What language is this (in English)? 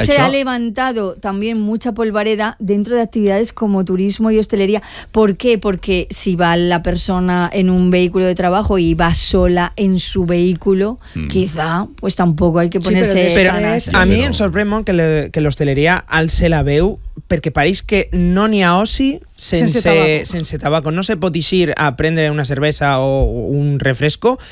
Catalan